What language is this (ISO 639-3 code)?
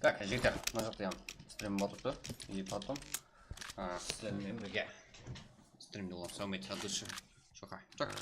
kaa